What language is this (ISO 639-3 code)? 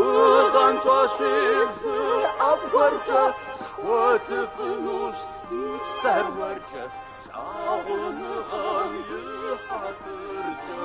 kbd